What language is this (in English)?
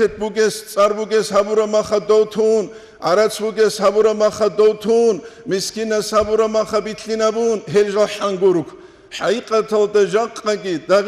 Avaric